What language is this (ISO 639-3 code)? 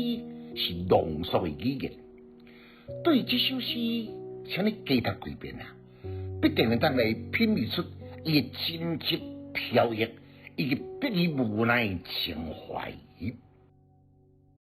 nan